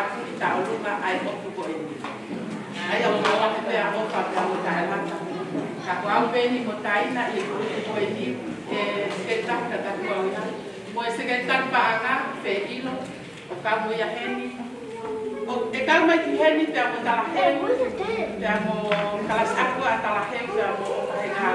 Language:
Tongan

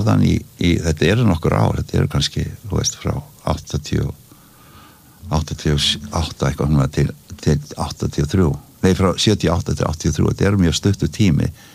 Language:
Icelandic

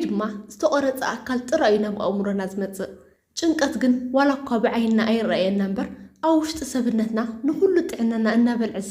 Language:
Tigrinya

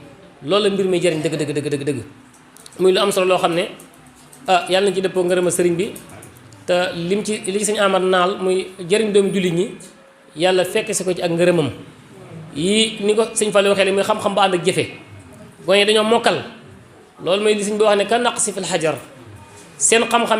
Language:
Wolof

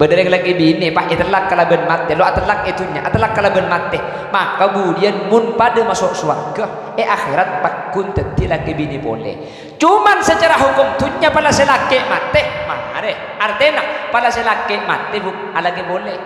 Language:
Madurese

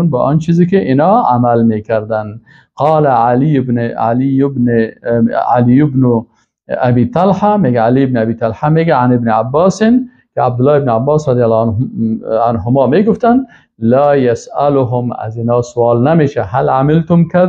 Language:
Persian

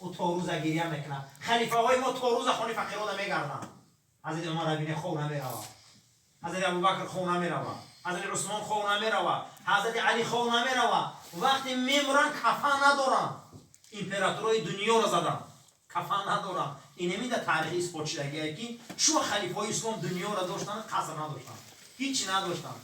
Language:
Tajik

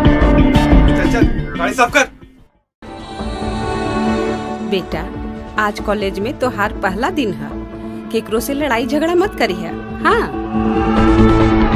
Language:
Bhojpuri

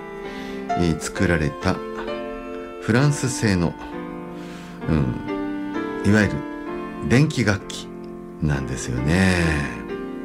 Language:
Japanese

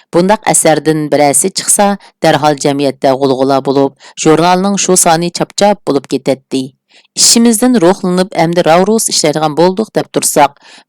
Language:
Uyghur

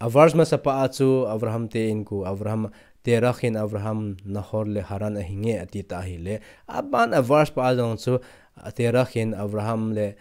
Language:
Thado Chin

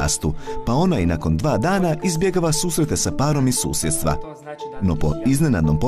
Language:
Croatian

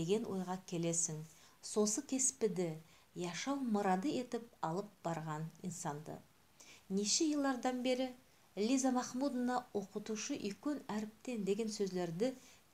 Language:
Nogai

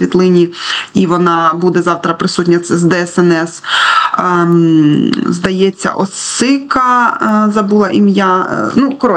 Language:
Ukrainian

